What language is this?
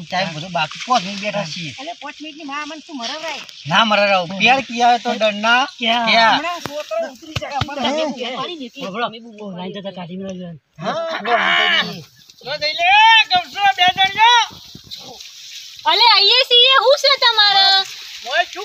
Gujarati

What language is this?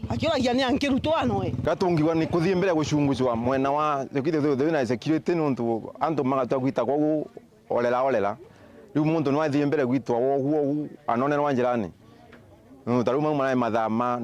Meru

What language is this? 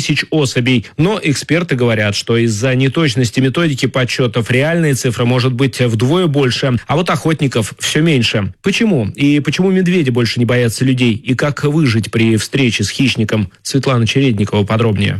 Russian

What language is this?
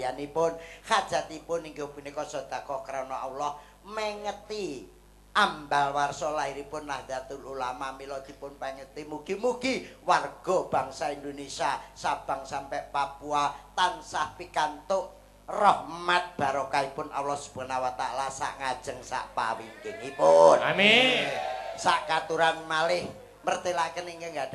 Javanese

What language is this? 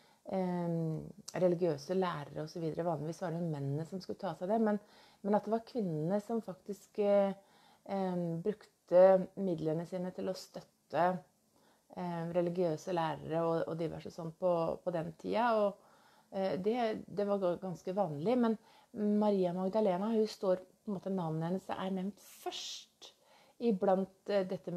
Norwegian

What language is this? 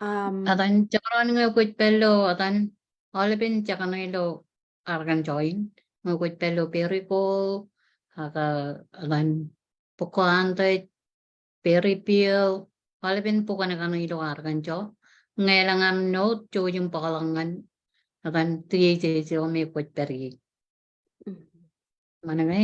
Marshallese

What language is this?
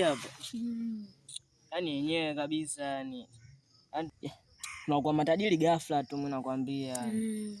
Swahili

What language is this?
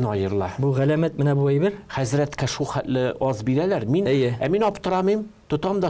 Tatar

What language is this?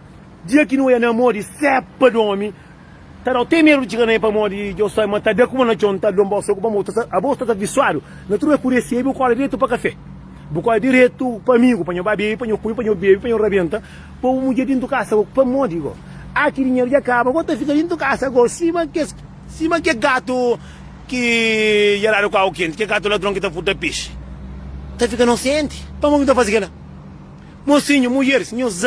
Kabuverdianu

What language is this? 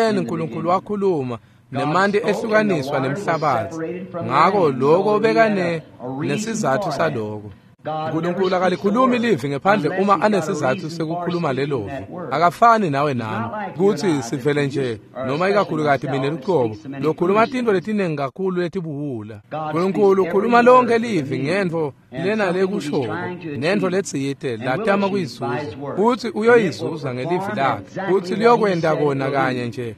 Swati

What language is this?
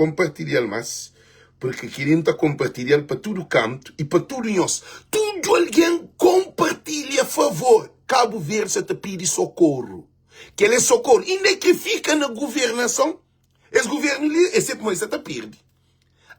Kabuverdianu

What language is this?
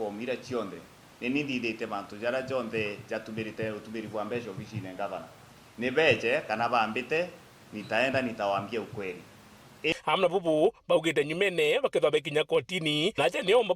Meru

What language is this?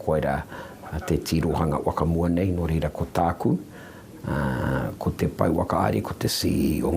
Māori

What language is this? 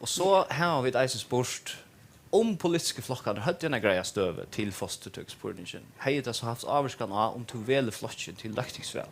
Faroese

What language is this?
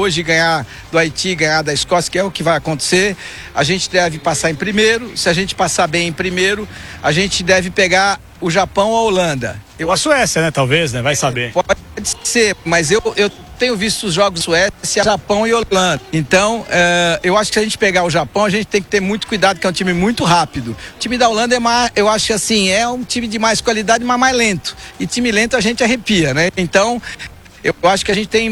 Portuguese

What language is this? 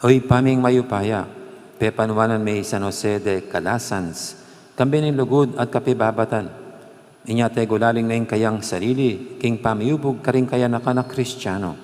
Pampanga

